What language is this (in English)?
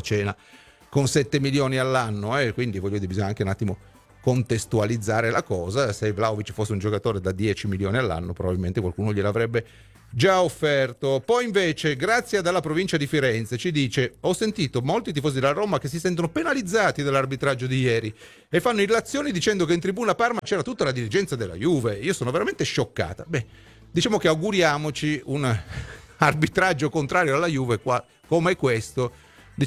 Italian